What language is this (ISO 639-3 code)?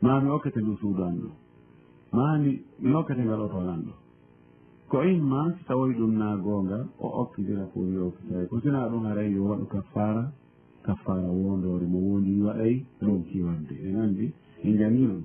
ful